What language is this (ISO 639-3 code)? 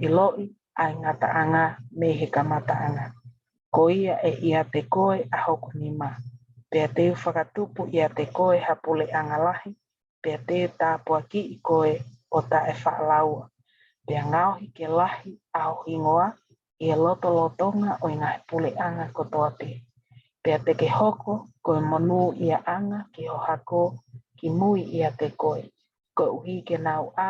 ton